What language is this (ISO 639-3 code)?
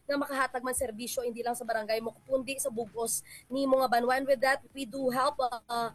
hil